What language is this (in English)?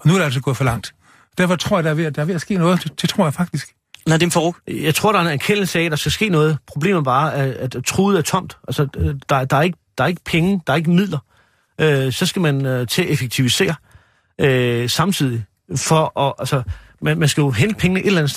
Danish